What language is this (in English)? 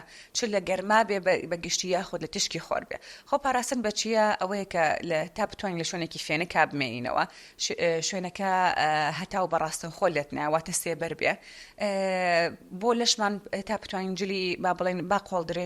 Central Kurdish